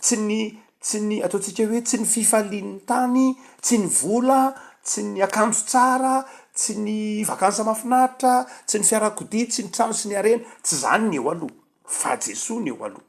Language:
Malagasy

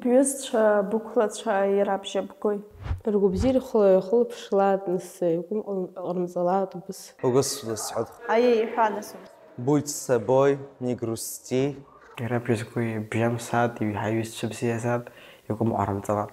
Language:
Abkhazian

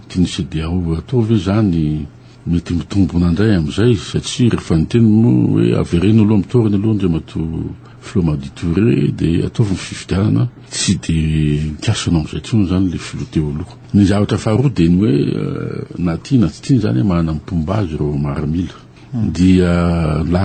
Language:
Malagasy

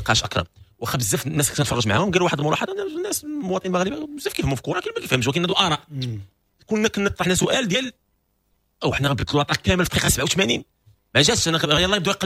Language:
Moroccan Arabic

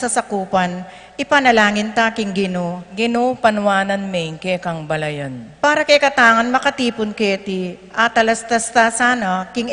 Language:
Pampanga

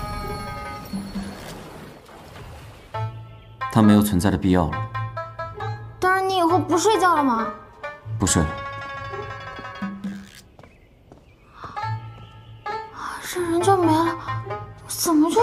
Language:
Chinese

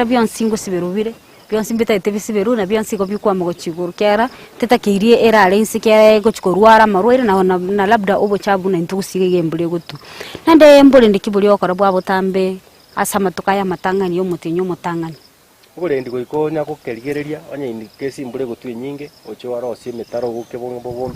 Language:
Gusii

